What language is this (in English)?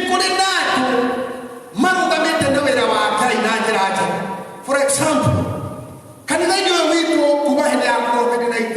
Kikuyu